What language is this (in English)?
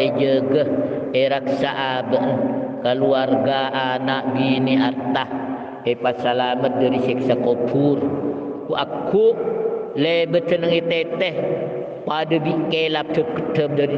Madurese